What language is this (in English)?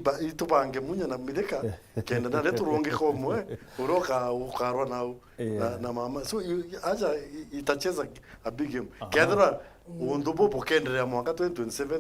Meru